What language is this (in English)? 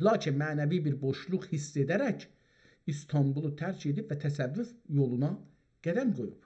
South Azerbaijani